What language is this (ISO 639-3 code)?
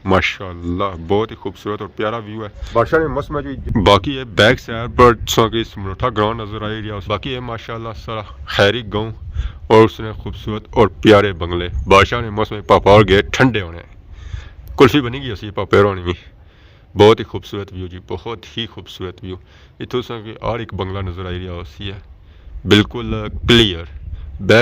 phr